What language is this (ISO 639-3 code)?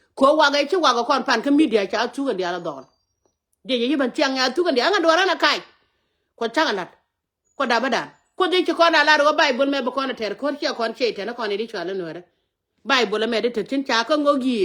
nus